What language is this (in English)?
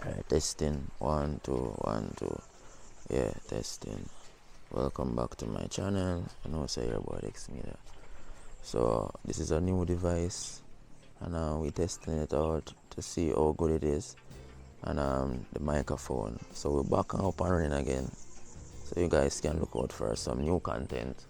Jamaican Creole English